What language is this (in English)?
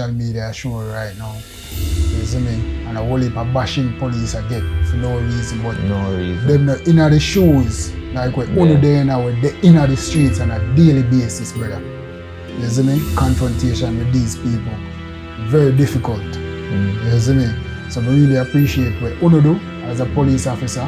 Jamaican Creole English